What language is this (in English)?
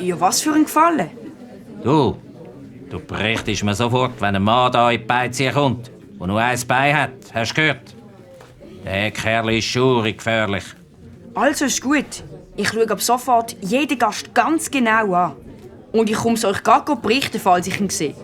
Swiss German